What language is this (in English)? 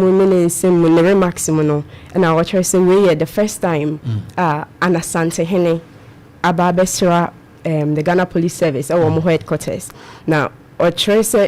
Akan